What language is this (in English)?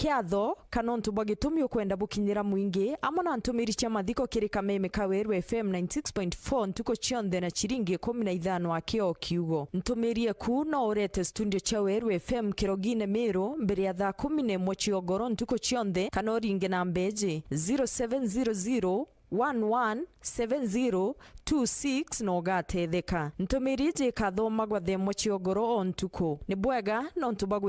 Meru